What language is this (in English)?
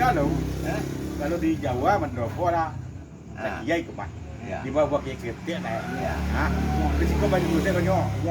Minangkabau